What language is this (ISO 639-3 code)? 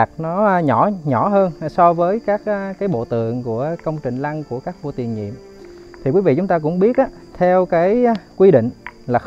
vie